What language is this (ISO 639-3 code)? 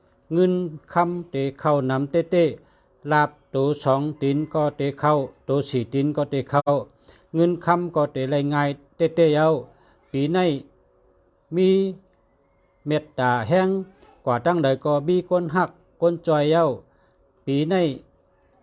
shn